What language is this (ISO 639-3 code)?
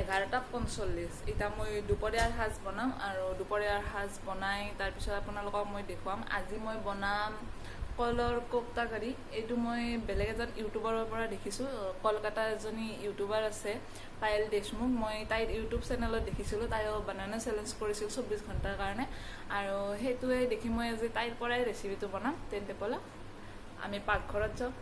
asm